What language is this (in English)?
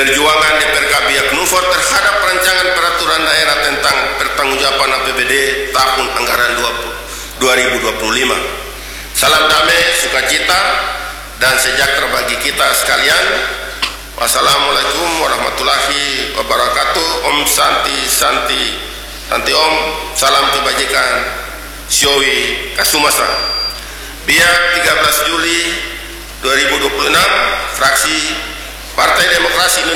Indonesian